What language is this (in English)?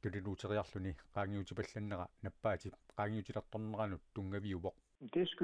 Kalaallisut